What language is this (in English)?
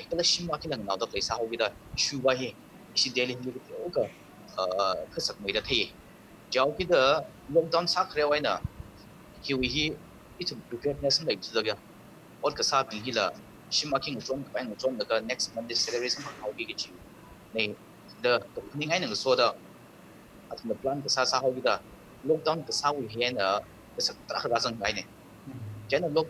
Tangkhul Naga (India)